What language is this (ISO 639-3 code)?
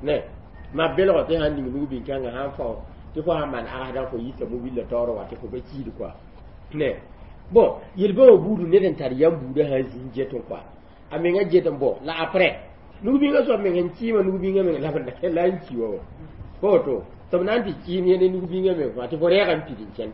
mos